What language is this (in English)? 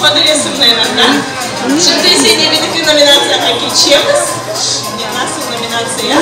Crimean Tatar